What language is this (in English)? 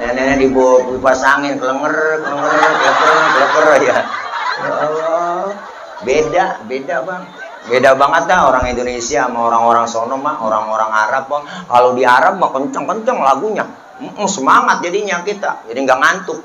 Betawi